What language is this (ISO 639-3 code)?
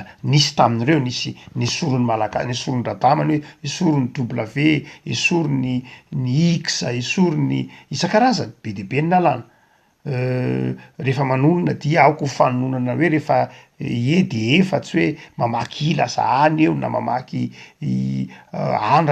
mlg